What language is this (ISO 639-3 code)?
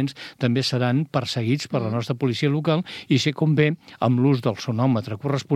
cat